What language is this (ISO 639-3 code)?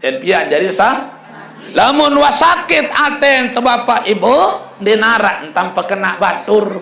sas